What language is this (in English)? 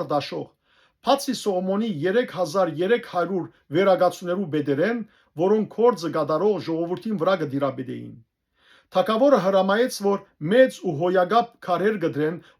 Western Armenian